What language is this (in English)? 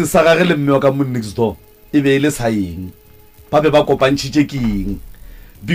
Northern Sotho